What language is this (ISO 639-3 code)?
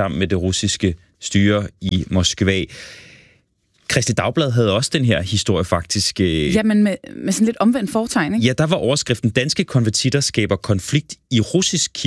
dan